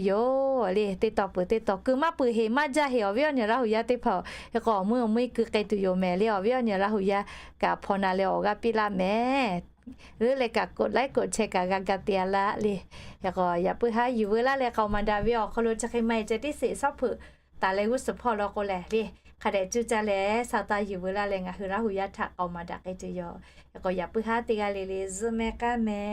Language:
Lahu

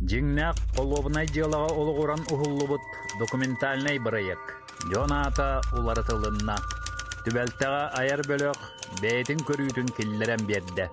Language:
Yakut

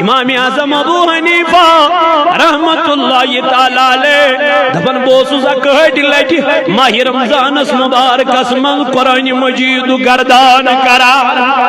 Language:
Kashmiri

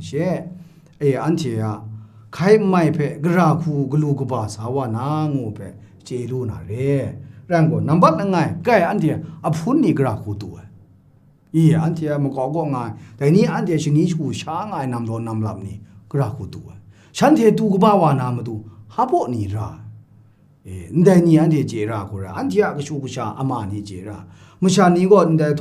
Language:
Kachin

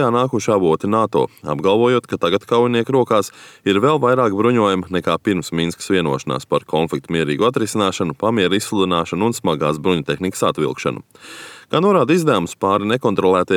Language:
Latvian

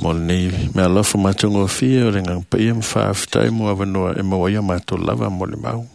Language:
Samoan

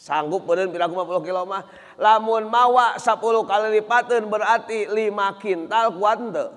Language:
Sundanese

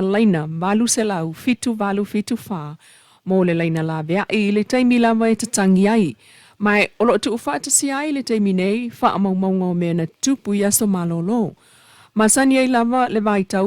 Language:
Samoan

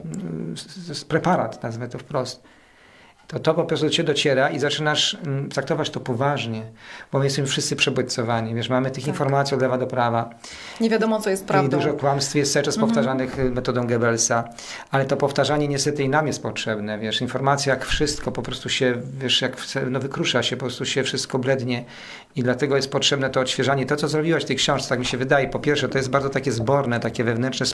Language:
Polish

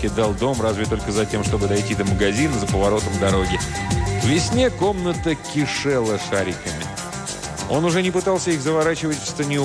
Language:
Russian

